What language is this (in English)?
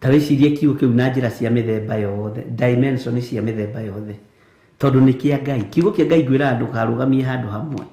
Kikuyu